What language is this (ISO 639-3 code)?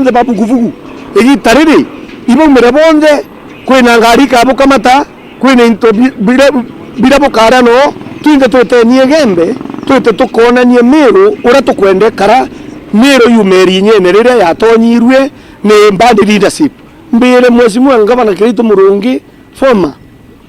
mer